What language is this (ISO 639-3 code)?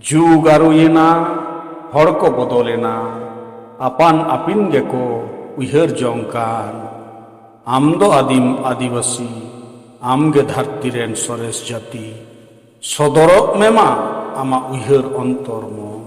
sat